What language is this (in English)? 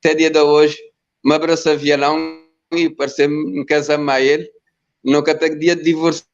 Kabuverdianu